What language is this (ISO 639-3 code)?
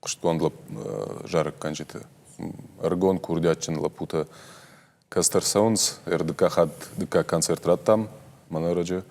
oss